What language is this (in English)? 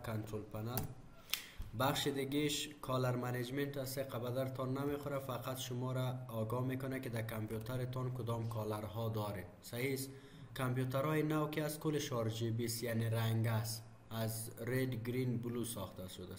Persian